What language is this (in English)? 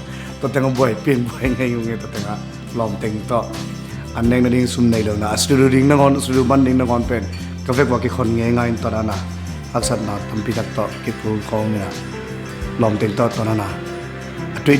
Tedim Chin